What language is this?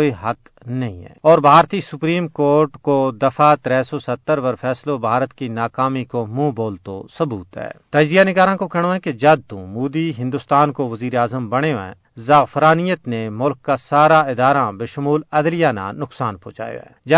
Gujari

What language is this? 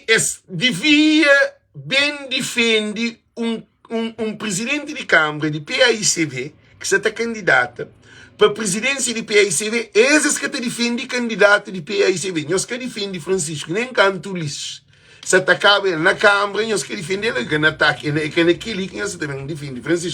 Kabuverdianu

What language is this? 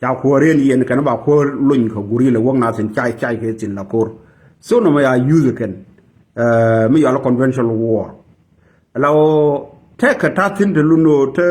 Nuer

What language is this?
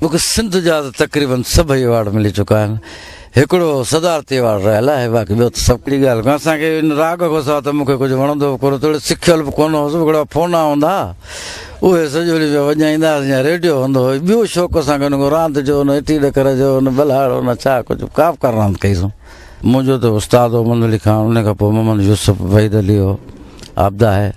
Sindhi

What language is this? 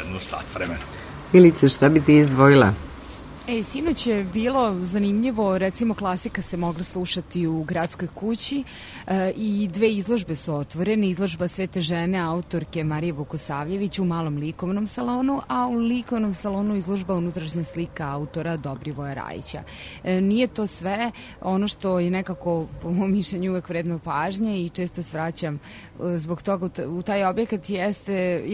Serbian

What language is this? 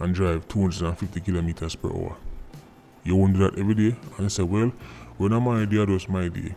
Jamaican Creole English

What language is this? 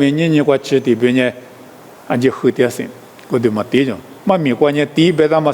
Lisu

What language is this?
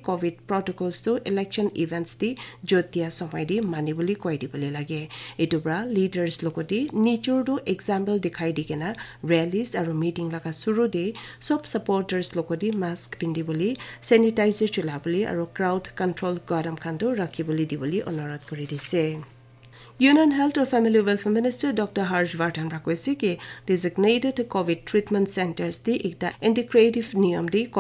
Naga Pidgin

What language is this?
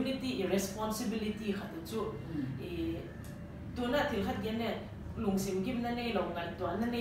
Paite Chin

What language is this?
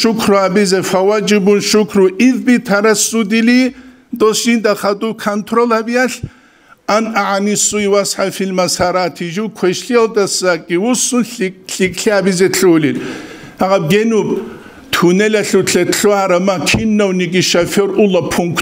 Avaric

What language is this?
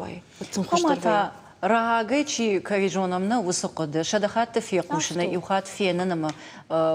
Ossetic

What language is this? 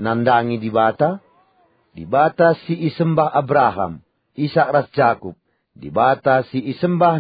Batak Karo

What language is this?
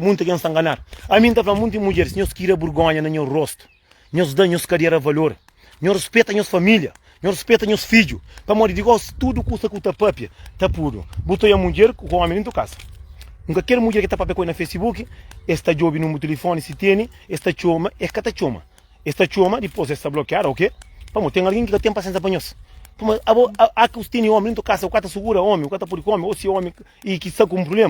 Kabuverdianu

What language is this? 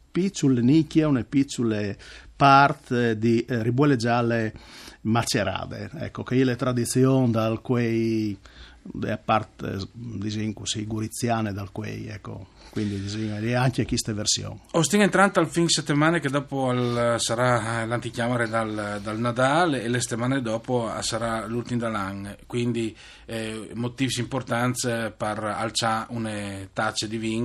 Friulian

